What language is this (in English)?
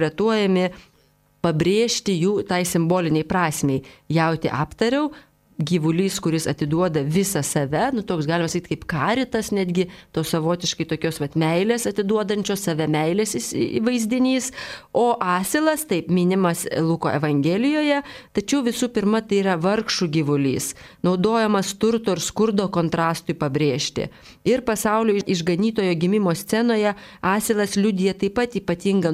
Lithuanian